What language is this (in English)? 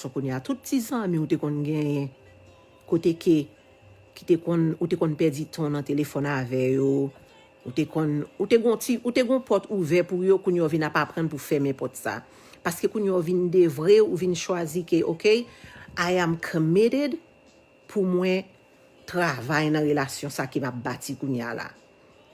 Haitian Creole